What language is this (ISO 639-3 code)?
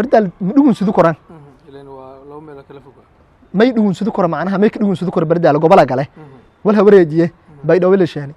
som